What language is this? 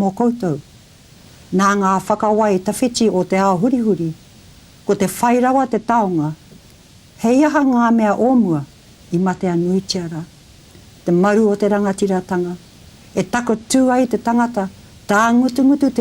Māori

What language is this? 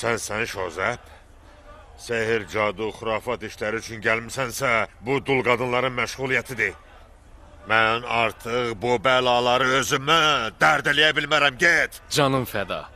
Azerbaijani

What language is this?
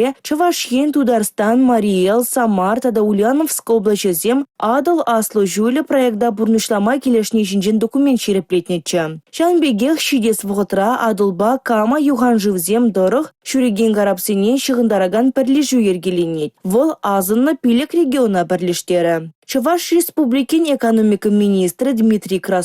Chuvash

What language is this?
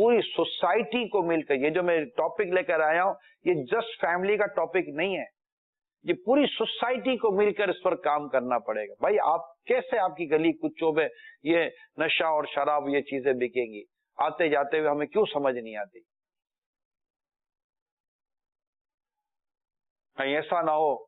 Urdu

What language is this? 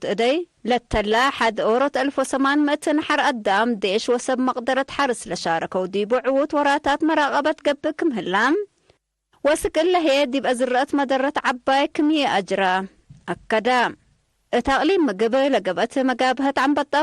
Tigre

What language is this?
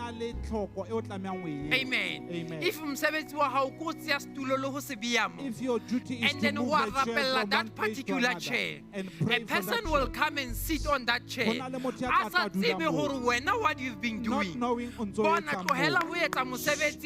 Southern Sotho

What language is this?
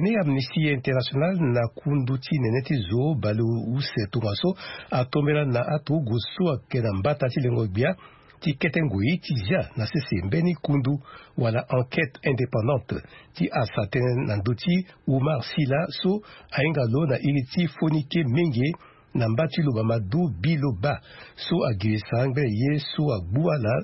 Sango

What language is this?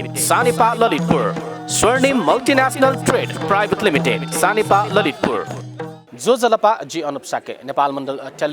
Newari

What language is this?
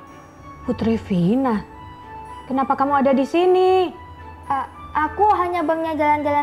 Indonesian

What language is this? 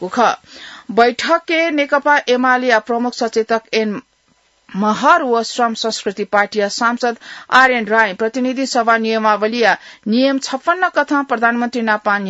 Newari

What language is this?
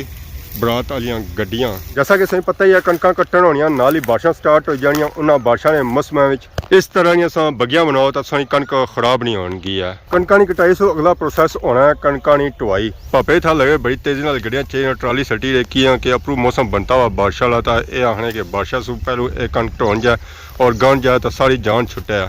Pahari-Potwari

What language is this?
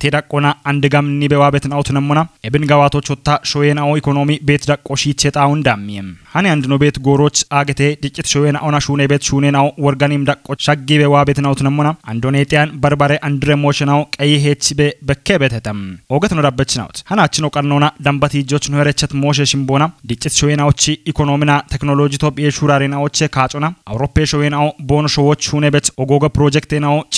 Kafa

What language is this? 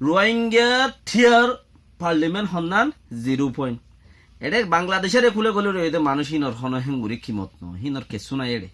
Rohingya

